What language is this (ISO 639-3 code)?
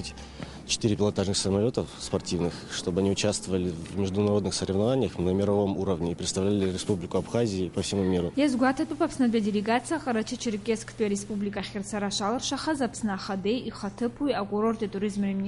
abk